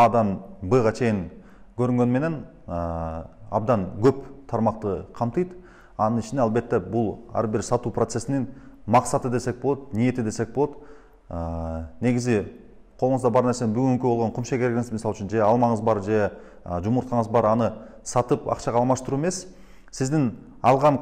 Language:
Kyrgyz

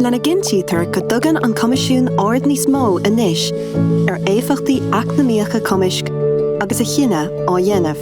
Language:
Irish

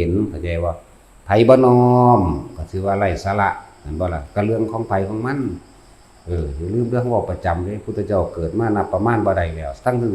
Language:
Northeastern Thai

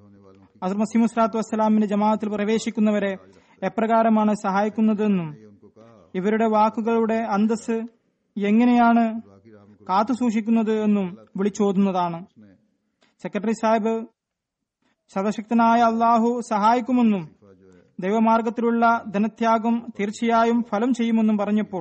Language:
Malayalam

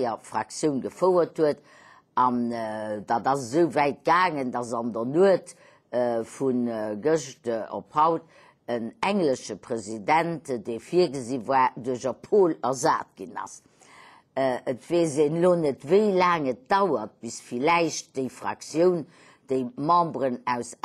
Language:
Luxembourgish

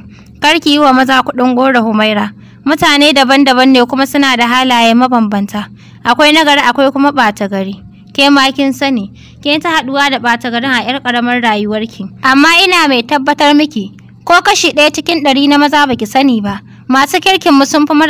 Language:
Hausa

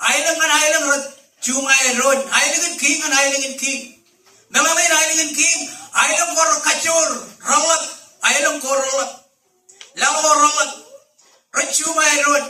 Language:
Marshallese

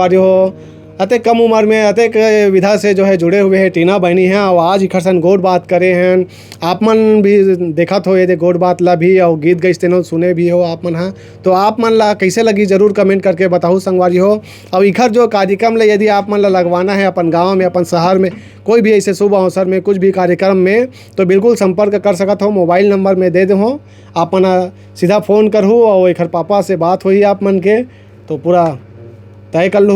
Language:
Chhattisgarhi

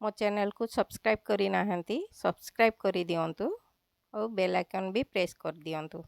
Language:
Odia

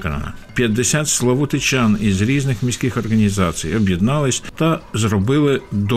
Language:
Ukrainian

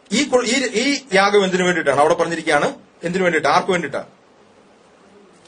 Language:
Malayalam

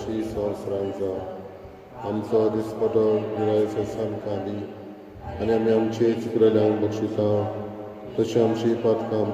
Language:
Konkani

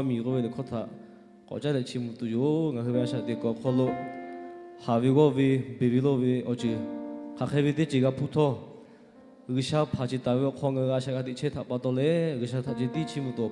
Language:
Lahu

